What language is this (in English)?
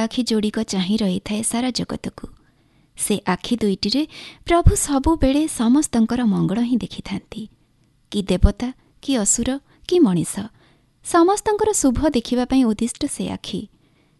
Odia